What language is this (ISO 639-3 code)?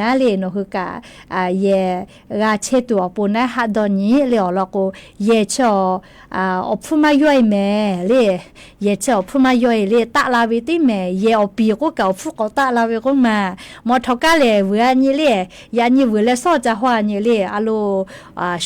lhu